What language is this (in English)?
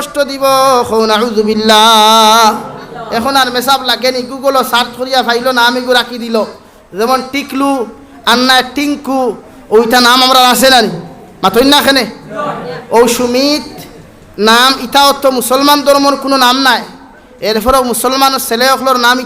Sylheti